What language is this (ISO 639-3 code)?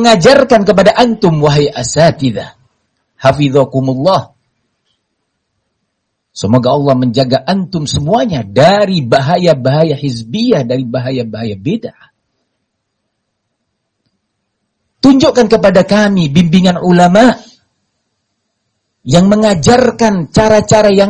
ind